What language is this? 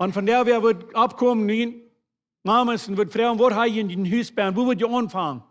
Plautdietsch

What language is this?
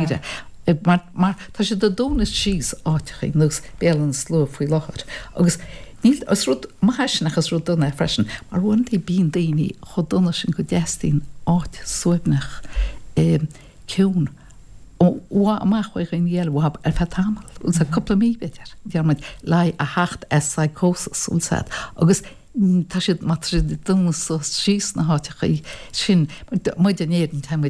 Irish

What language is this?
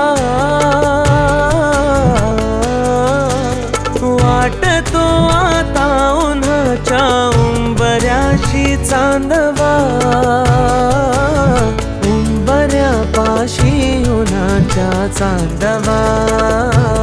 Marathi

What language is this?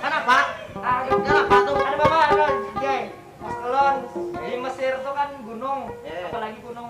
Banjar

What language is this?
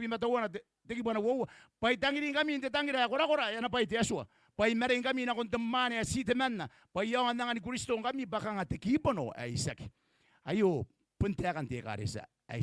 Gilbertese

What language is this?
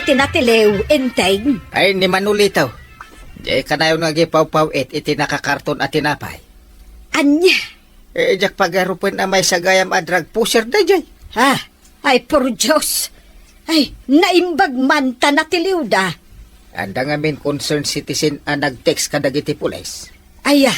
Iloko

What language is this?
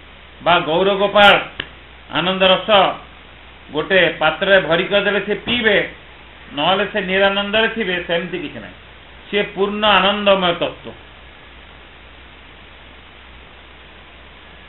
Odia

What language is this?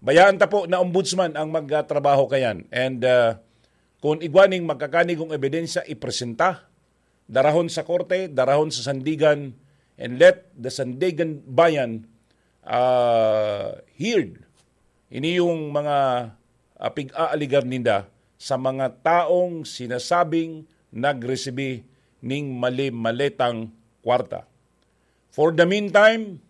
Bikol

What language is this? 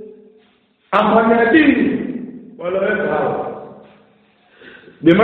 Swahili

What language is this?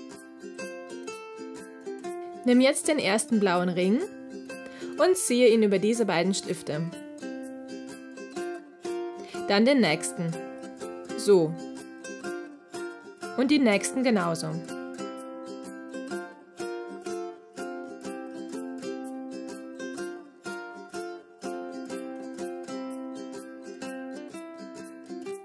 German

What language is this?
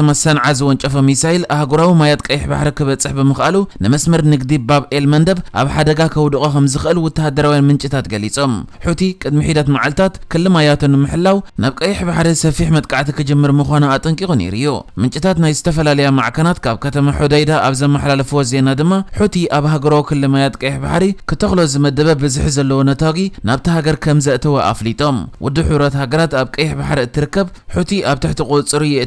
Tigrinya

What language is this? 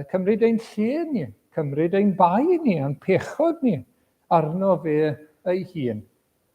Welsh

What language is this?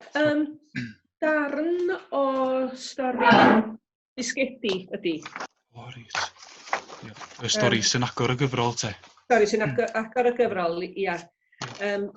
Welsh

